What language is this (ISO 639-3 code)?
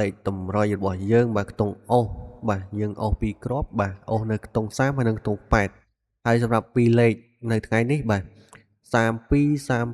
khm